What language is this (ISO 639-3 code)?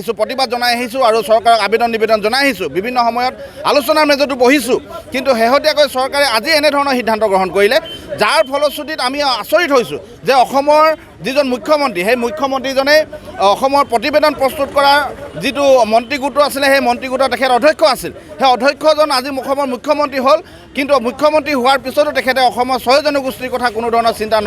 asm